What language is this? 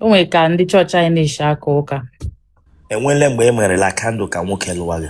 Igbo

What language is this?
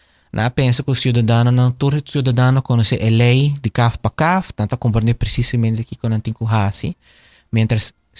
Papiamento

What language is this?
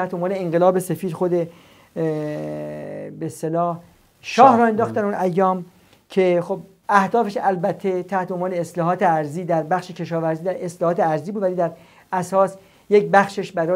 Persian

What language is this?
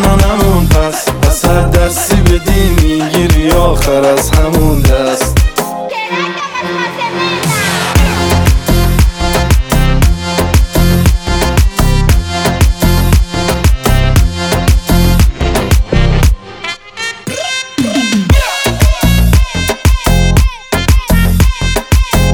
Persian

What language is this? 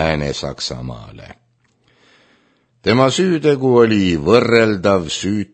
Estonian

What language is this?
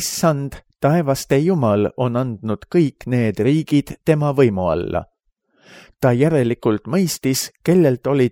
Estonian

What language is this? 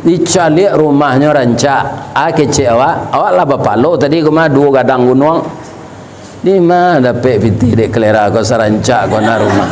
Minangkabau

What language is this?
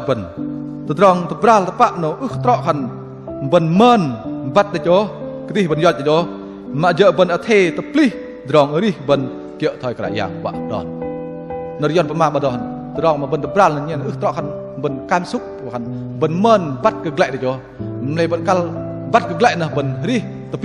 Bahnar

